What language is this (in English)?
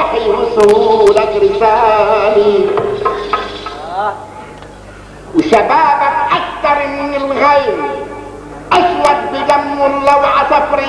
North Levantine Arabic